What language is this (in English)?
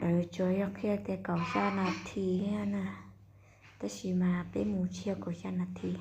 Hmong